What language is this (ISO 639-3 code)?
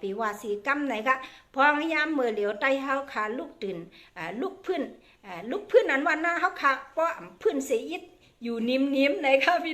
shn